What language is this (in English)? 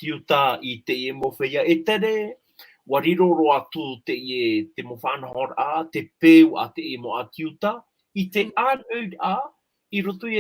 Tahitian